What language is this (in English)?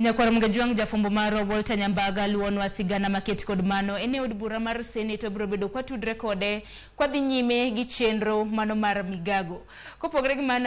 Luo (Kenya and Tanzania)